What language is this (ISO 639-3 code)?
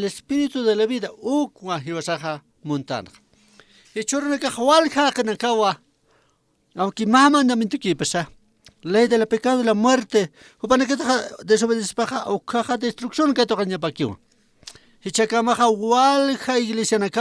aym